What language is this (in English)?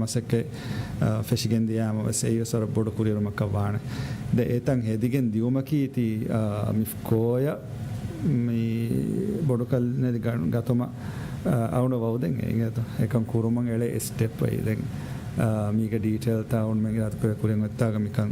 Divehi